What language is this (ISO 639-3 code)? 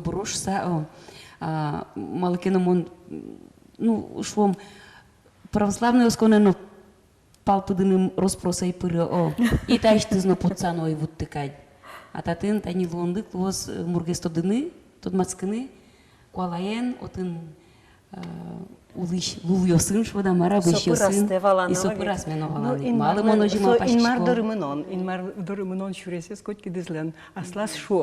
udm